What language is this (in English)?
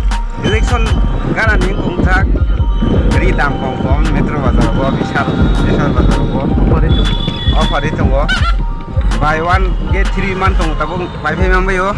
Kok Borok